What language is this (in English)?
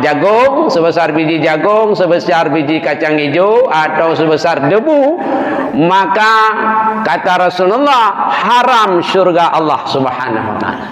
Achinese